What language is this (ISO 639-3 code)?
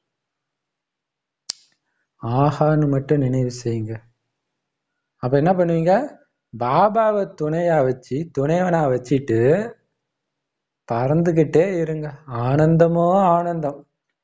tam